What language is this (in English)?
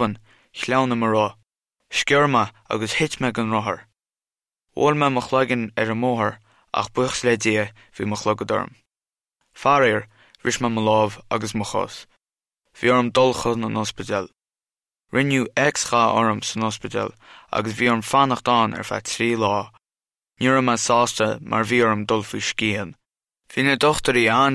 Irish